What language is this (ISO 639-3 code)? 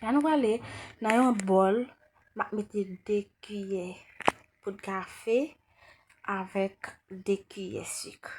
hat